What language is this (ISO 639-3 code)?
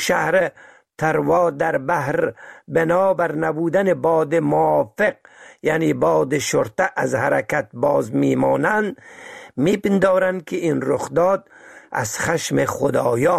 fas